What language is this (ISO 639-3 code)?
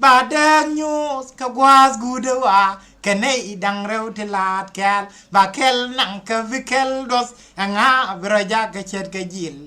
nus